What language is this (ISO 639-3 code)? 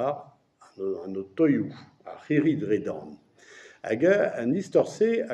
bre